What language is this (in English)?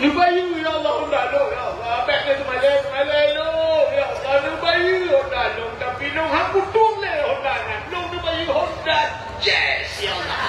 Achinese